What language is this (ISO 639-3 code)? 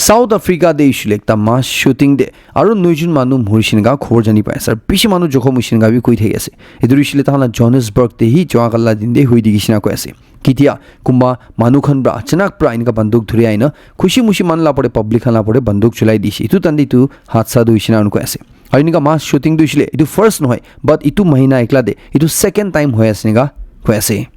nag